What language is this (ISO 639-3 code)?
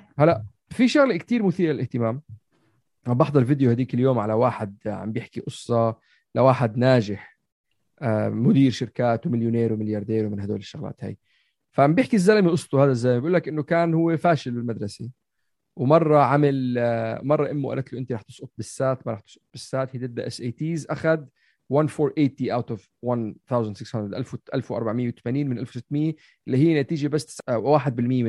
apc